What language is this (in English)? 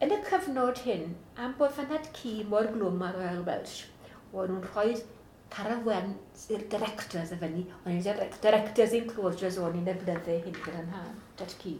Welsh